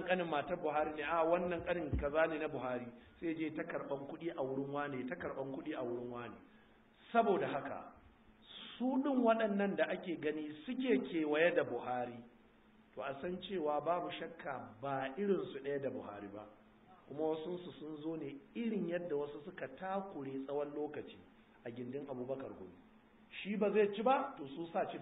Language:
Hausa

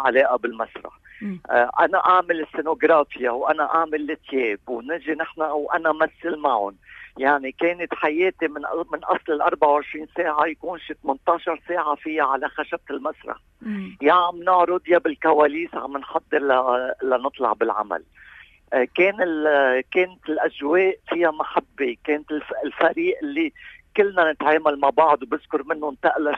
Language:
North Levantine Arabic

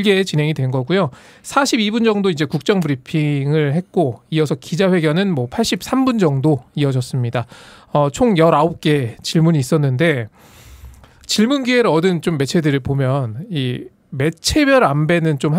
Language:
Korean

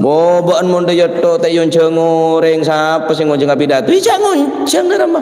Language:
Madurese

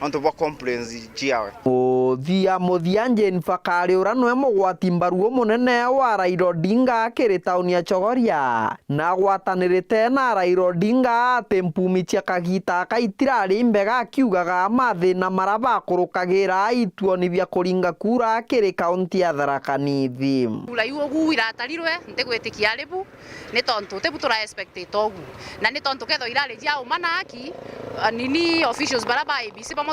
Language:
Meru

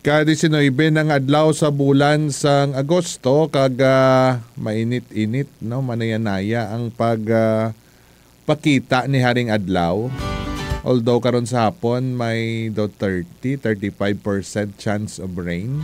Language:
Hiligaynon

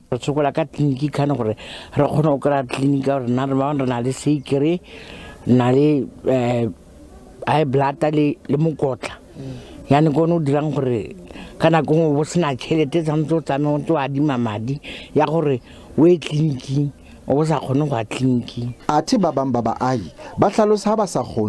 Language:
Southern Sotho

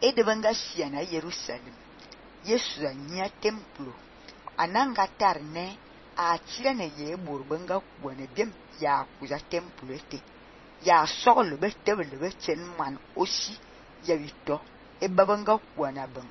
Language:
Fang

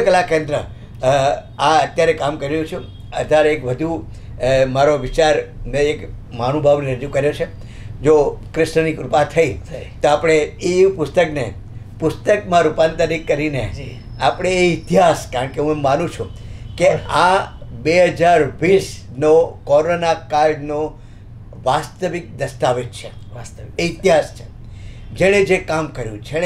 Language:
Gujarati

